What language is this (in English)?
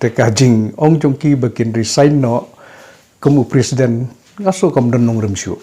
Khasi